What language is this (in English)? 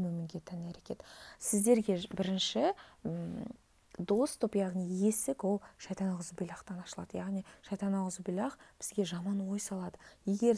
Kazakh